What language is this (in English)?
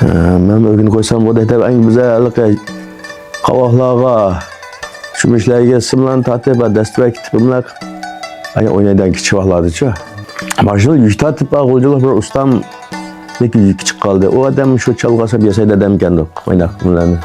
Uyghur